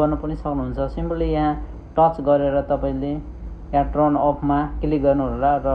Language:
Nepali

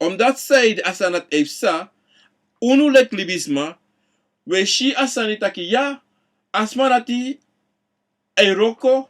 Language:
Sranan Tongo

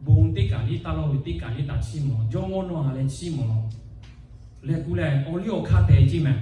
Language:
Lahu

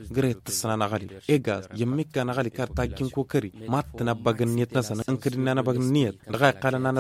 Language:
Tamasheq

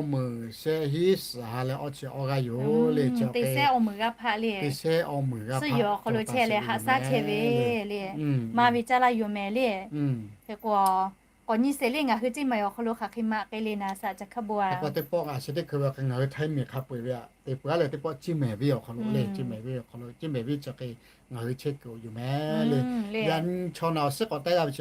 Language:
Lahu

